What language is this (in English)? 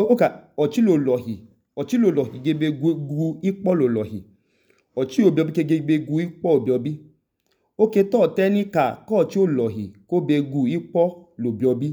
Idoma